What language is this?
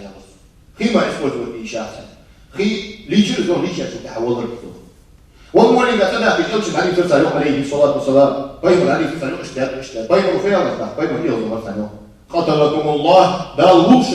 Ingush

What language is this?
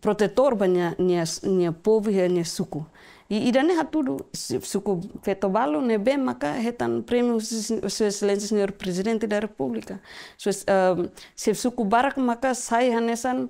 Tetum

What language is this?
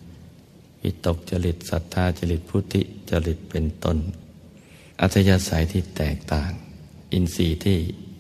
Thai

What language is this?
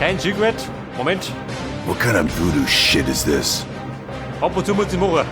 Bavarian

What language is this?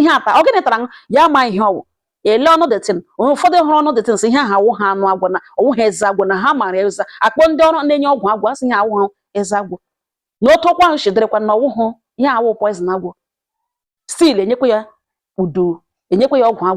Igbo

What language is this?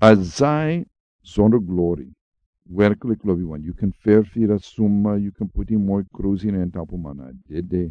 Sranan Tongo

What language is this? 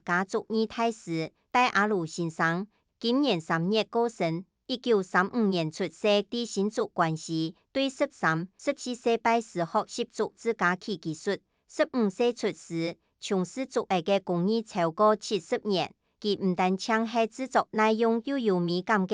Hakka Chinese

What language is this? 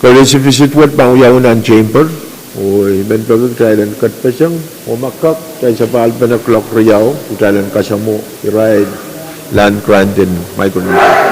Pohnpeian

